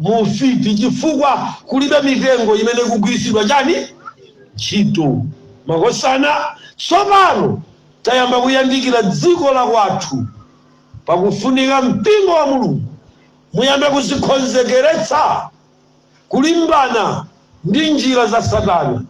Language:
Nyanja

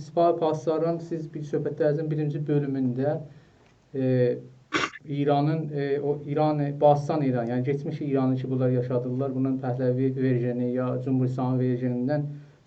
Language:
South Azerbaijani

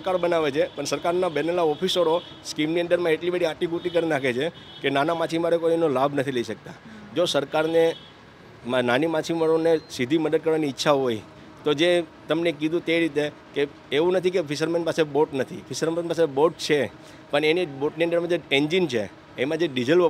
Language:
Gujarati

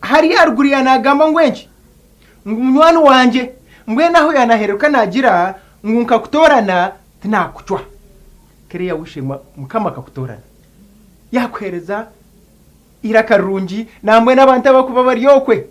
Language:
Nyankole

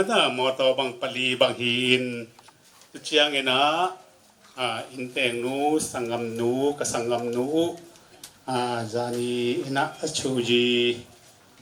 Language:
Tedim Chin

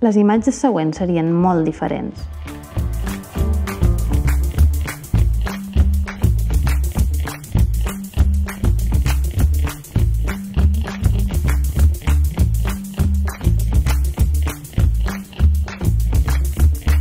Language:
Catalan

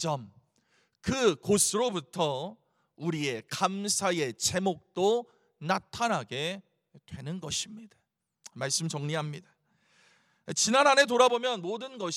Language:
Korean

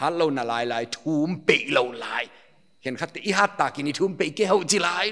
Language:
Paite Chin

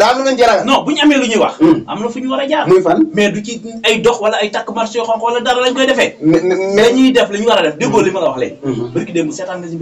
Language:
Wolof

